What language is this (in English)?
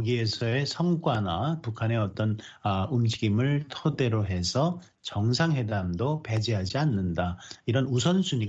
Korean